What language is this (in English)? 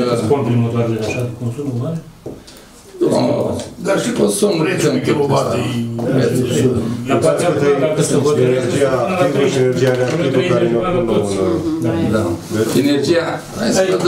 Romanian